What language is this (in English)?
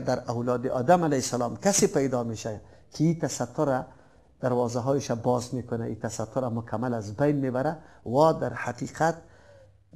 Persian